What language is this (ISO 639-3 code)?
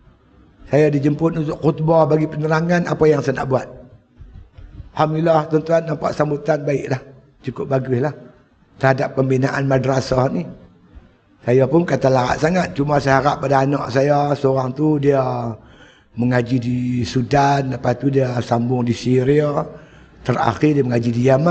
msa